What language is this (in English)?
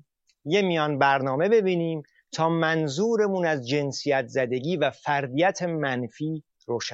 Persian